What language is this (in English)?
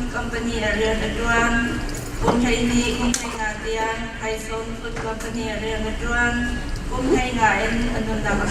Hakha Chin